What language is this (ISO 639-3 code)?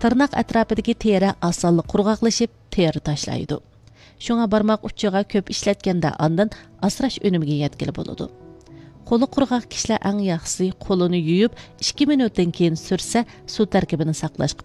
uig